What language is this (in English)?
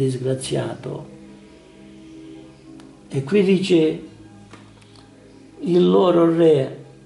Italian